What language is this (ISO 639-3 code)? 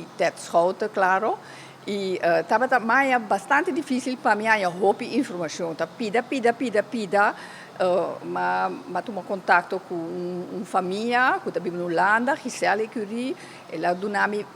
pap